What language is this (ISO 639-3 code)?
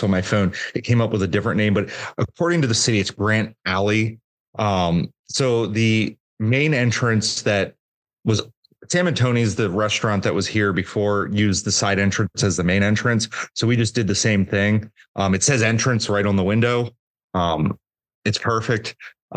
eng